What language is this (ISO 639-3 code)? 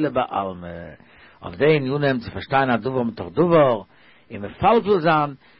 yid